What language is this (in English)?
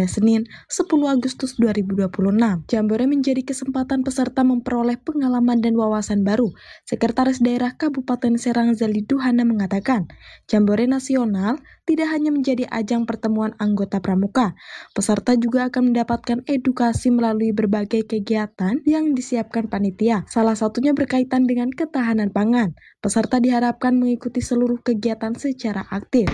Indonesian